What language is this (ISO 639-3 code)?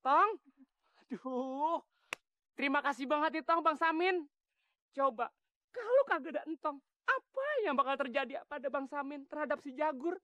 bew